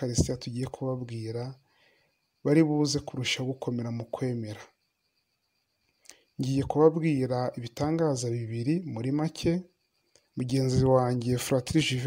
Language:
Kinyarwanda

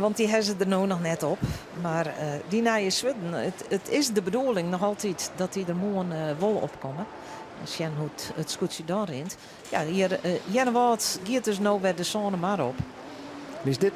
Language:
Western Frisian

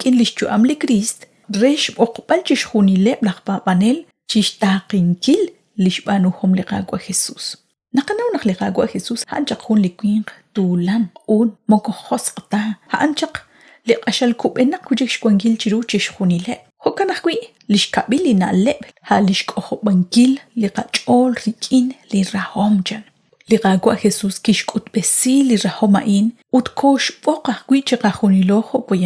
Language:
Kekchí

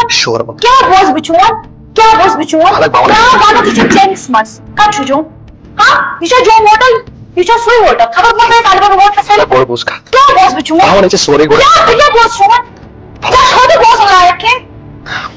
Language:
Kashmiri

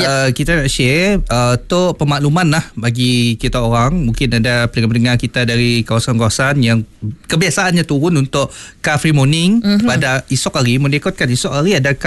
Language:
Malay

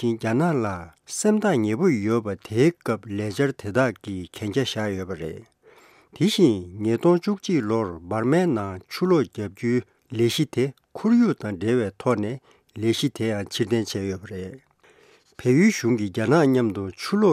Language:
Tibetan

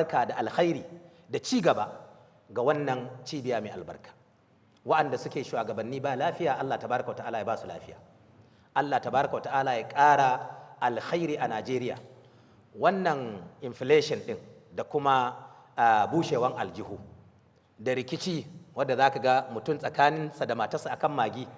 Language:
Hausa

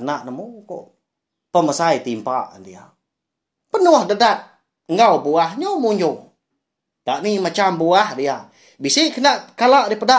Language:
Iban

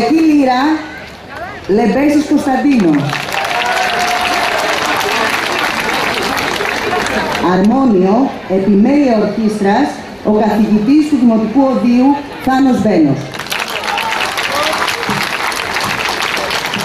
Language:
Greek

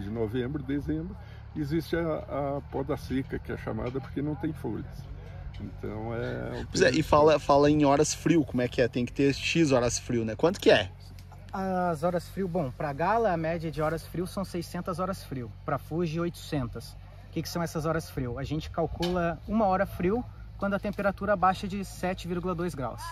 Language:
Portuguese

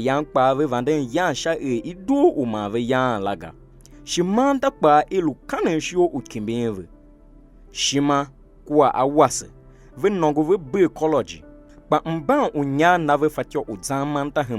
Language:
Tiv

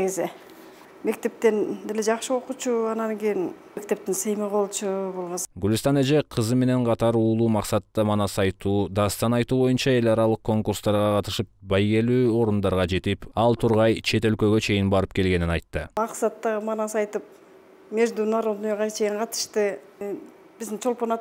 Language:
Kyrgyz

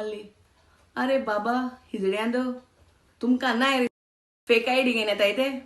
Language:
Konkani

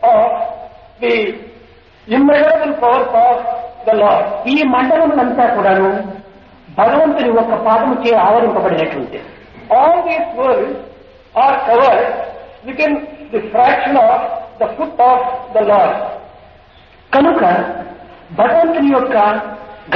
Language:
Telugu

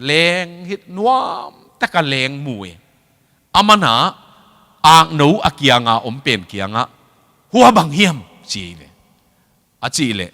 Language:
Tedim Chin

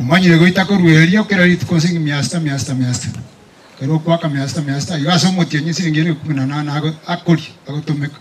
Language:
Gusii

